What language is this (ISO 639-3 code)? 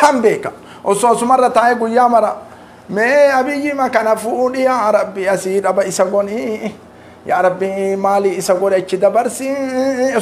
orm